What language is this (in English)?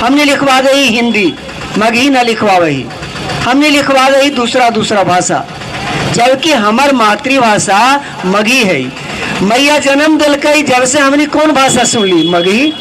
Magahi